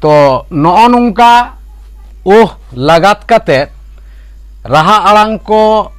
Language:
Santali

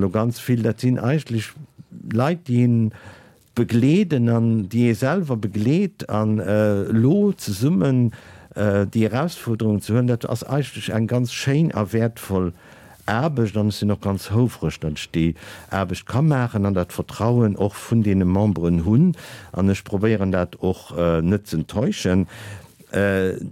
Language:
Luxembourgish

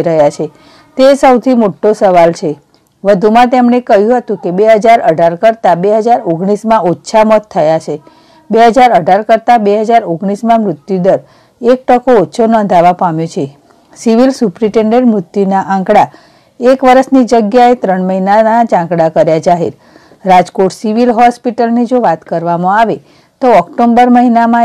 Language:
Gujarati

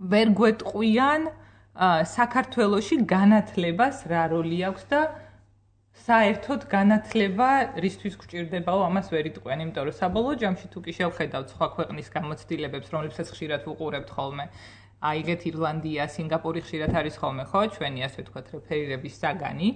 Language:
Georgian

